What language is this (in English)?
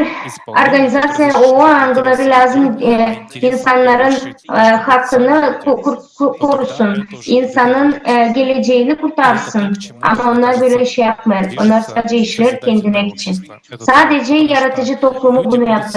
Gagauz